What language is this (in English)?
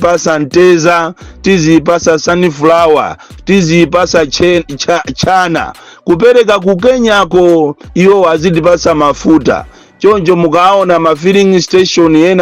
Nyanja